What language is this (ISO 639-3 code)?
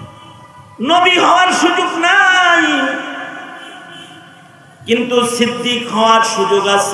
ben